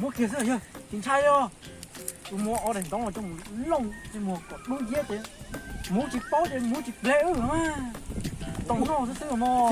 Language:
Hmong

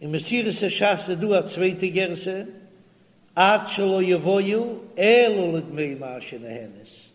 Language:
Yiddish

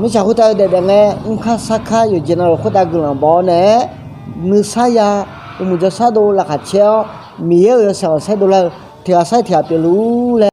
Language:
Akha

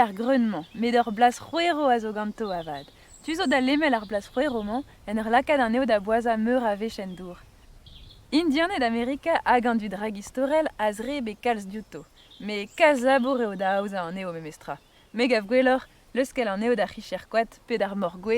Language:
Breton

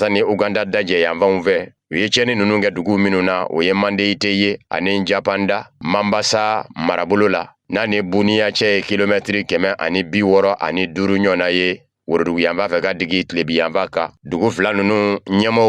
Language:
Bambara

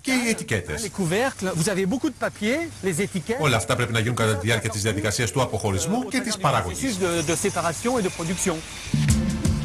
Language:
Greek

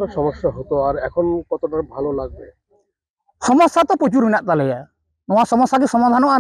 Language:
Santali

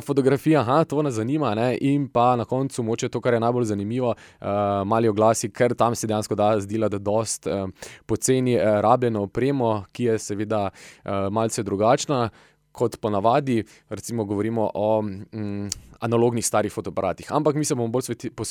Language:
Slovenian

